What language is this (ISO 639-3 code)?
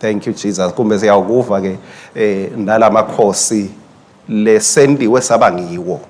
ssw